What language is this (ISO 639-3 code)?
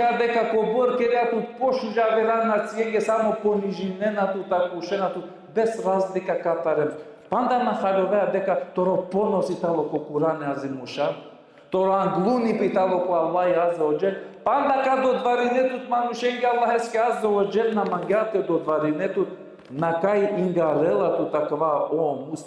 rmn